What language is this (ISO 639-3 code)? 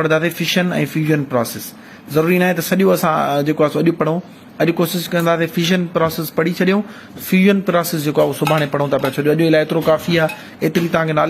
snd